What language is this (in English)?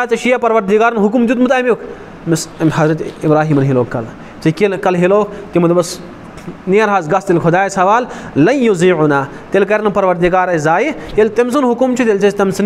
Kashmiri